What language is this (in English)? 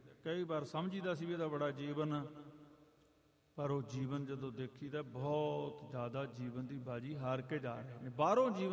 Punjabi